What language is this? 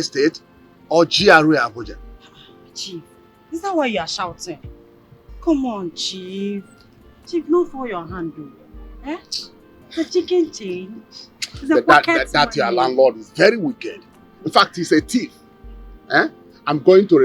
Nigerian Pidgin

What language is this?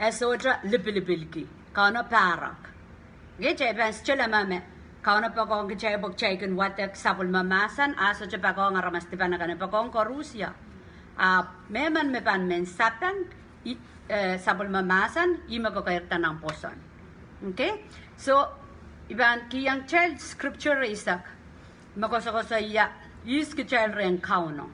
Pohnpeian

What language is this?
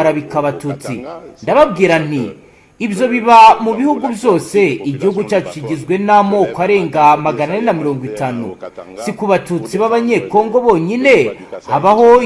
Kinyarwanda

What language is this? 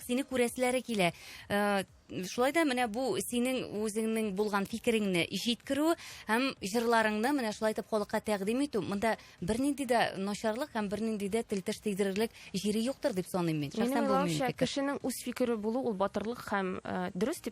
Tatar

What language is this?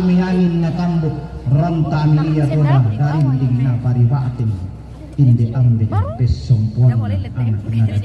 Toraja-Sa'dan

